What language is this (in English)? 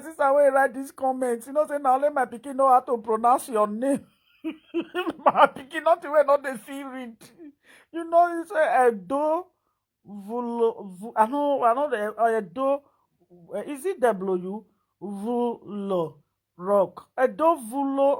Nigerian Pidgin